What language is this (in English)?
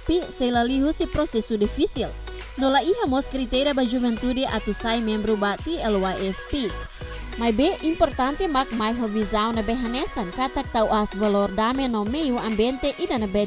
Tetum